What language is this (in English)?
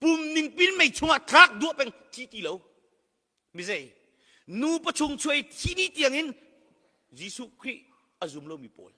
Hakha Chin